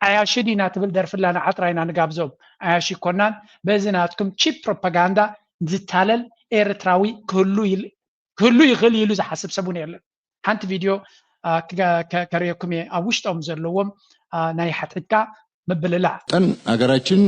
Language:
Tigrinya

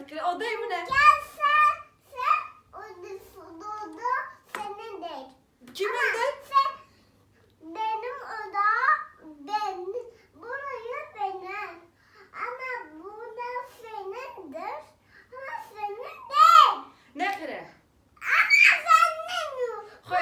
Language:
Kurdish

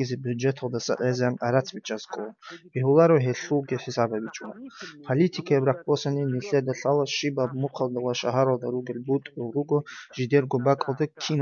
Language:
Avaric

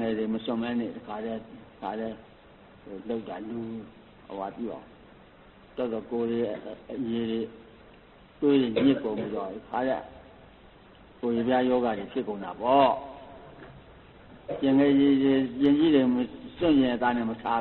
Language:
Burmese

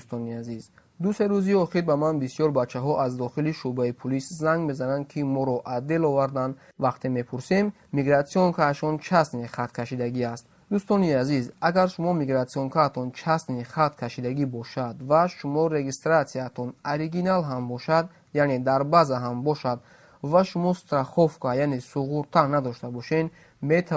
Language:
Tajik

